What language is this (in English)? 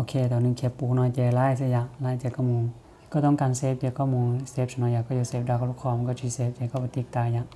Hmong